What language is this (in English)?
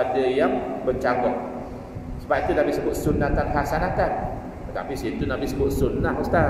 Malay